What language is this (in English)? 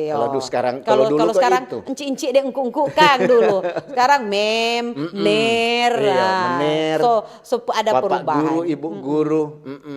Manado Malay